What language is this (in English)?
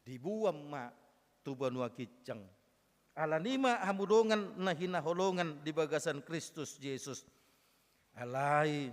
Batak Toba